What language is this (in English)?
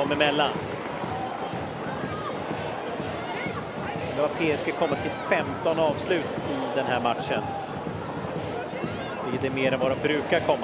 Swedish